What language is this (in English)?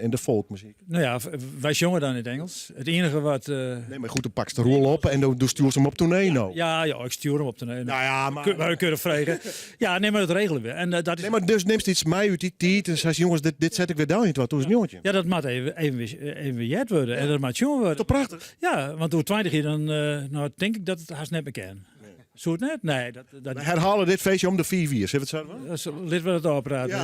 Western Frisian